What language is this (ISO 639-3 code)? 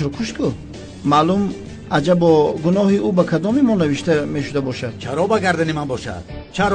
tgk